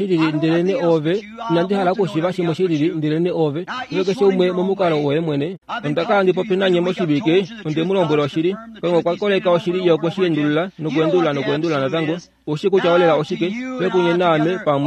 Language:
Kuanyama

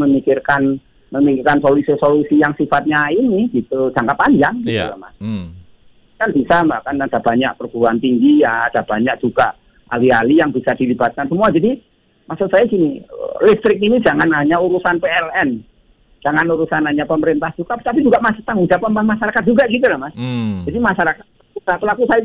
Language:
Indonesian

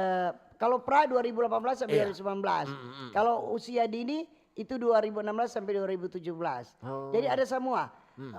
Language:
Manado Malay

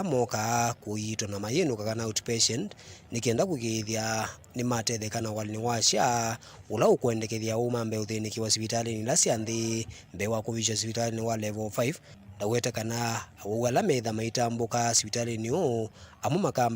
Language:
Kamba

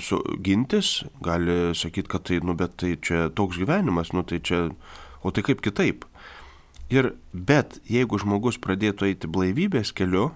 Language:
Lithuanian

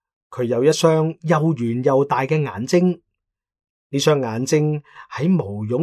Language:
Cantonese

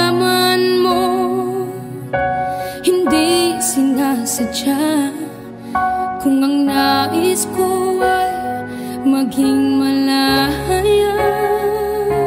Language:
Filipino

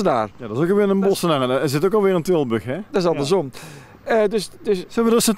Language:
Dutch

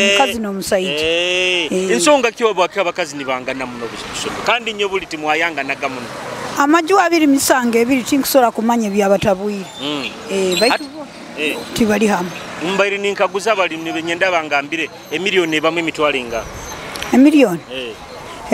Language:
Nyoro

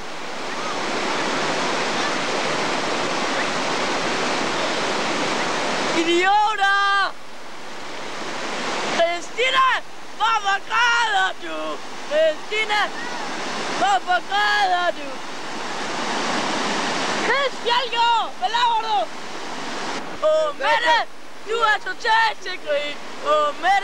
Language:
Danish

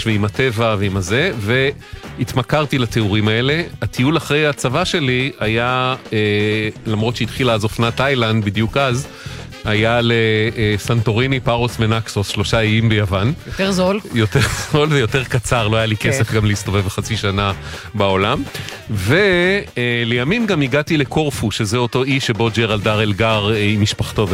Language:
Hebrew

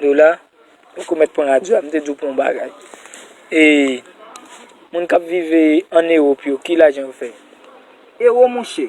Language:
Haitian Creole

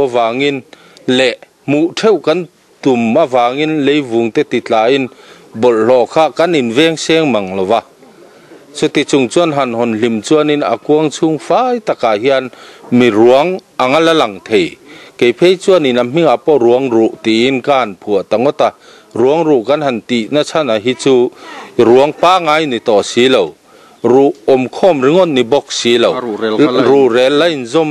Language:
Mizo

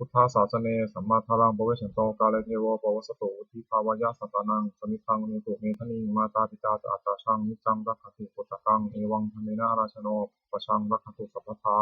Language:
Pali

